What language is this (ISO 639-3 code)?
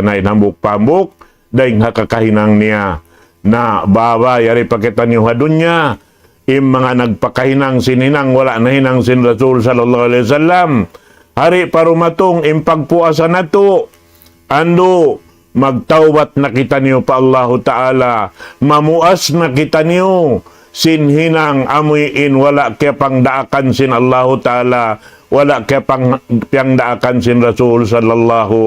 tsg